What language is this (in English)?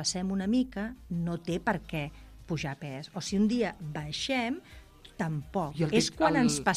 Catalan